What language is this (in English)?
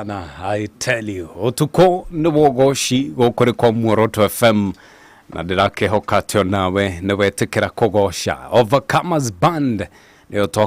Kikuyu